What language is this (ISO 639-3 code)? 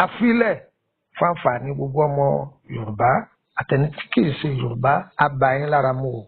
yor